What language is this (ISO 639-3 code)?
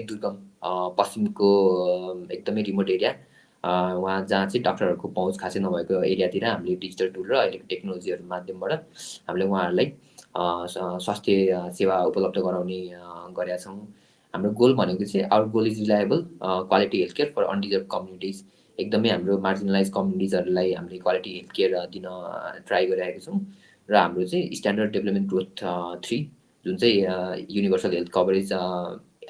nep